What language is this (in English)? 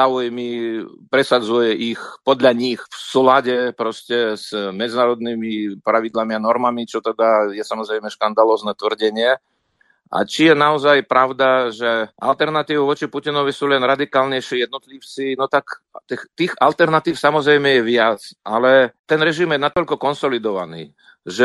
Slovak